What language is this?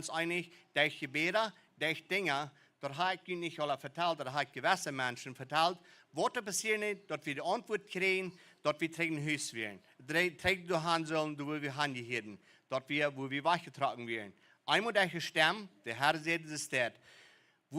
Plautdietsch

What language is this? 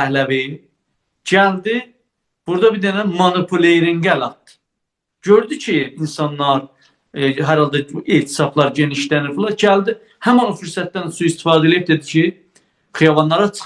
South Azerbaijani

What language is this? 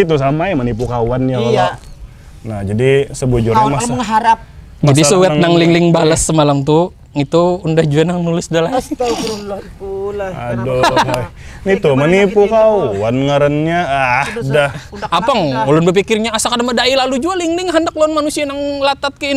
Banjar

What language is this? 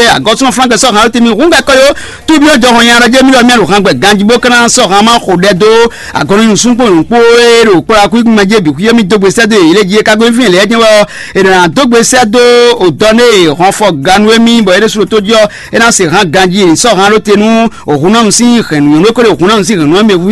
Fon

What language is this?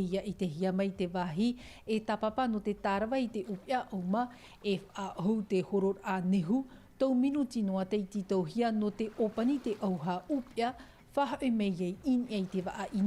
Tahitian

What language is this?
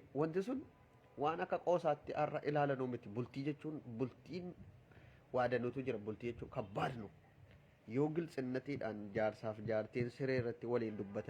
Oromo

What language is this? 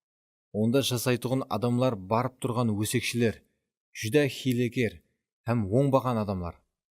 Kara-Kalpak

